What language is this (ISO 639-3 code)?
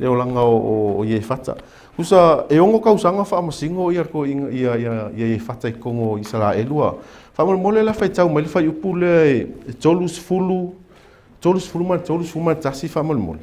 smo